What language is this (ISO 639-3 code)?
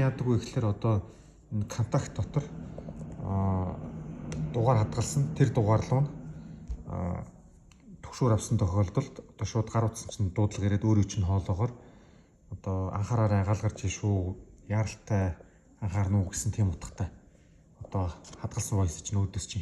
mon